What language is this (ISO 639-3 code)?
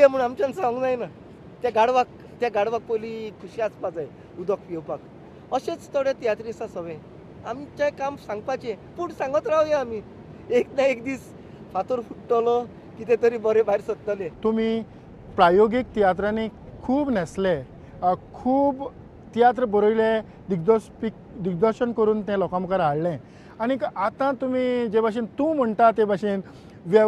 kok